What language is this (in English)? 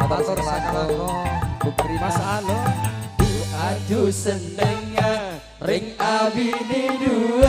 Madurese